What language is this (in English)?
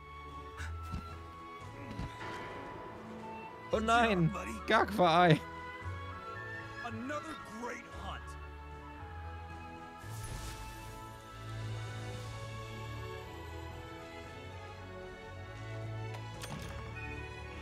German